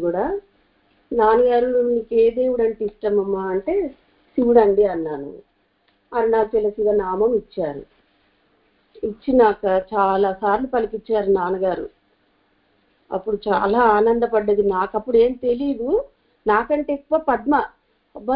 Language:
Telugu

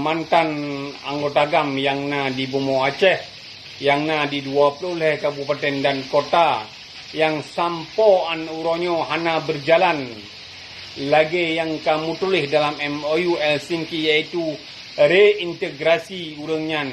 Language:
Achinese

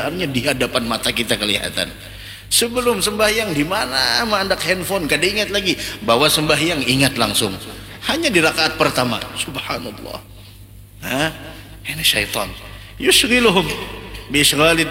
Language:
Banjar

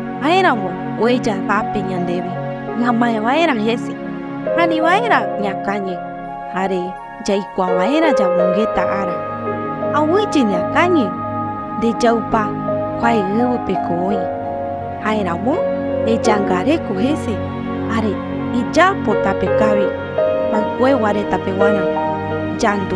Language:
Guarani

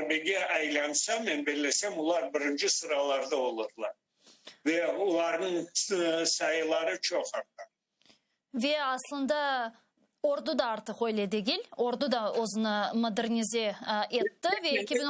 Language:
Crimean Tatar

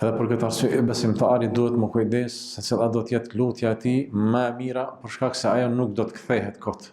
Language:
Albanian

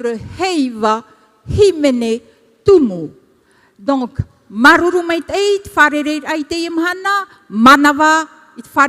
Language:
Tahitian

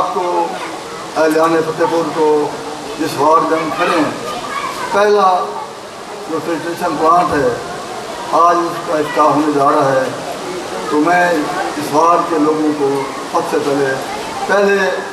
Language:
Urdu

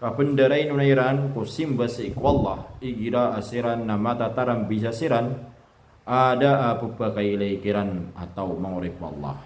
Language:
Maranao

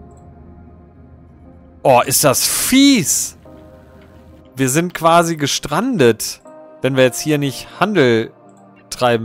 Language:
German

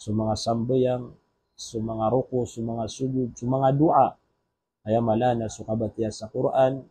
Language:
Maranao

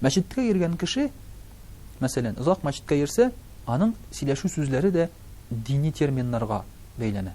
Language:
Tatar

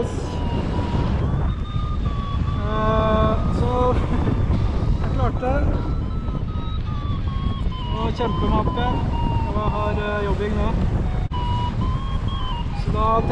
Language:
Norwegian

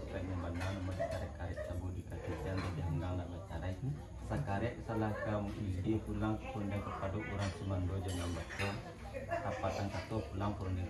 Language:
Minangkabau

